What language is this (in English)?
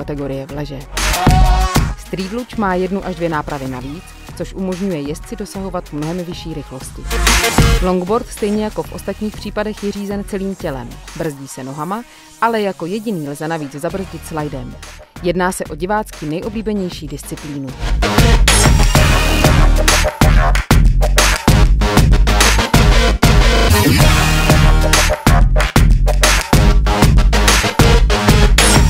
Czech